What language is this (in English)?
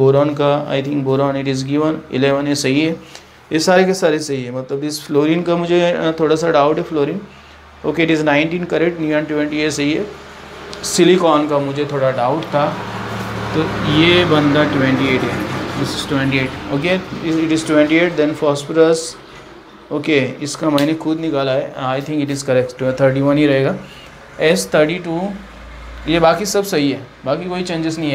Hindi